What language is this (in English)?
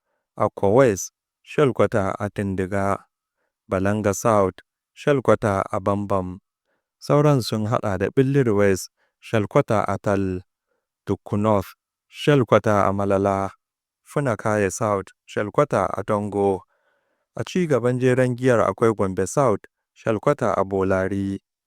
Hausa